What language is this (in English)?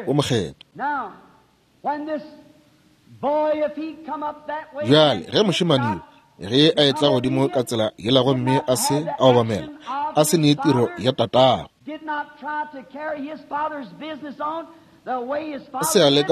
Northern Sotho